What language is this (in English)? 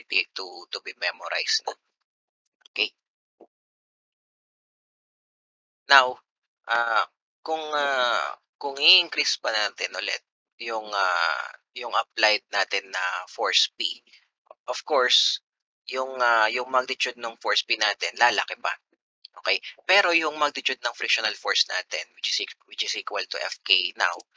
Filipino